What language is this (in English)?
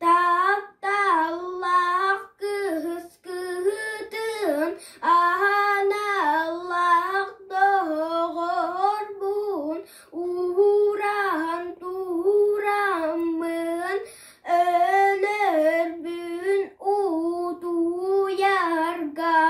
Yakut